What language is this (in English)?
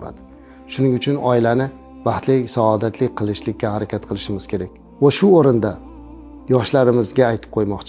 Uzbek